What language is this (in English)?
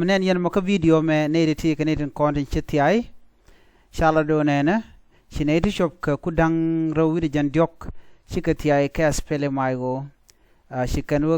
Nuer